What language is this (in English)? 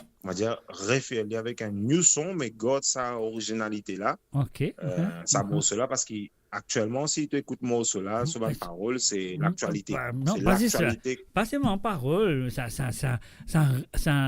Morisyen